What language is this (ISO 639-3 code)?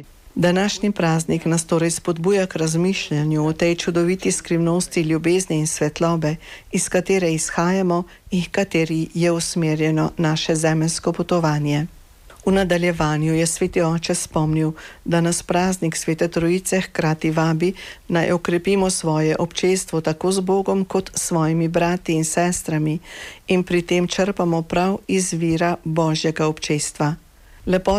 slv